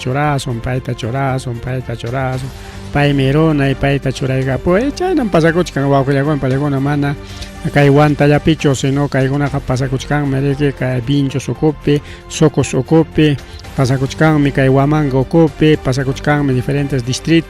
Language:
Ayacucho Quechua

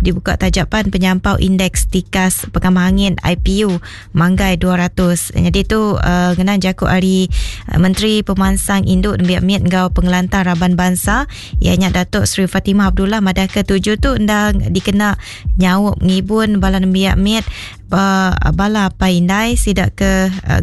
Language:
Iban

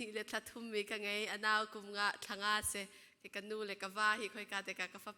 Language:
Falam Chin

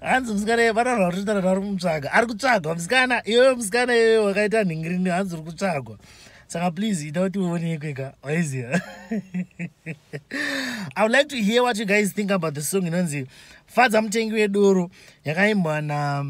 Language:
Shona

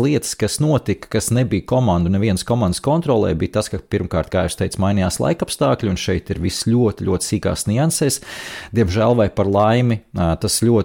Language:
Latvian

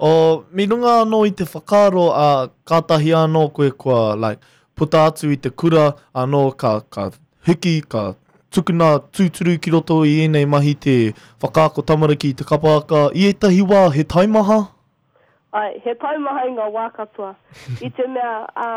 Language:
Māori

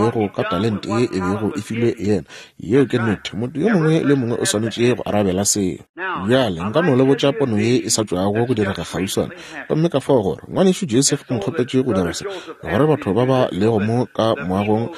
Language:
Northern Sotho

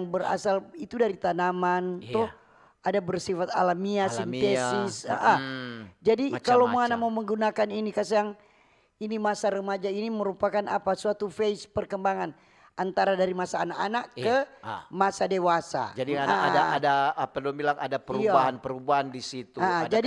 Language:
Manado Malay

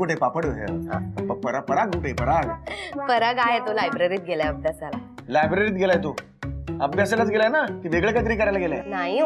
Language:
Marathi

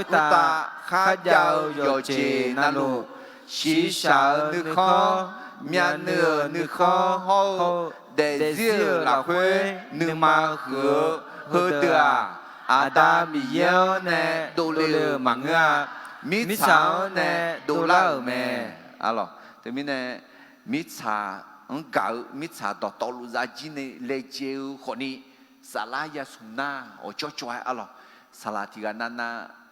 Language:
Akha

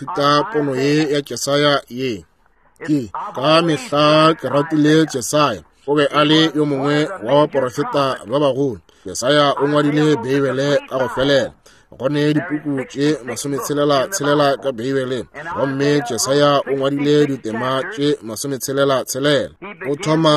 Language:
Northern Sotho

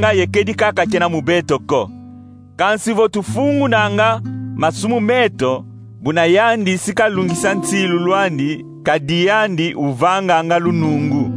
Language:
Kongo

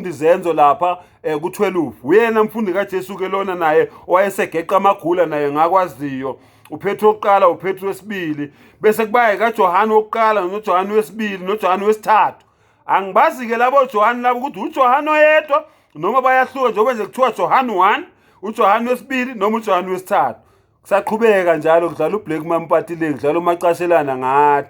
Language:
Zulu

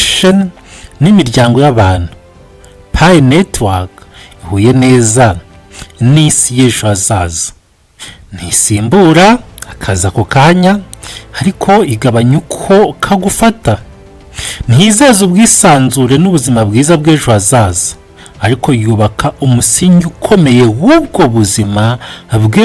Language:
Kinyarwanda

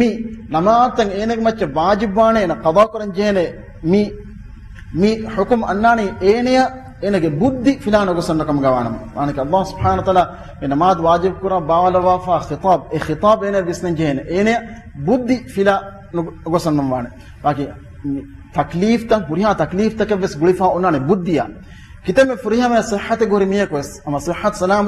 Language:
Divehi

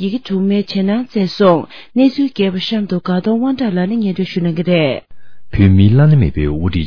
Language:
Tibetan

